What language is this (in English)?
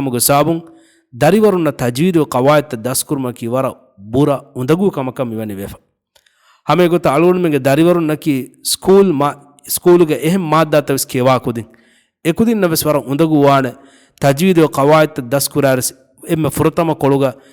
Divehi